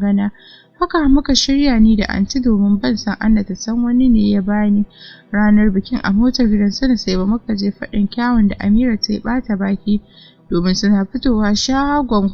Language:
Hausa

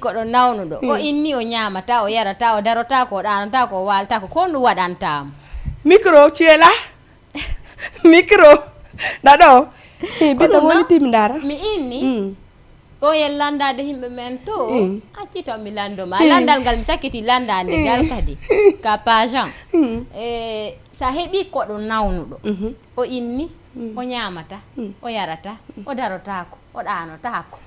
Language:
Fula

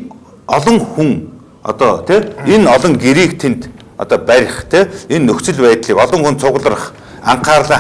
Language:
Mongolian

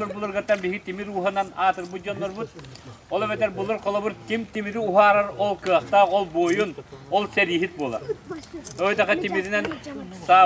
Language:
Yakut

